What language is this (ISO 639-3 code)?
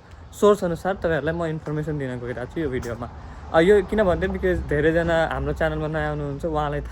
nep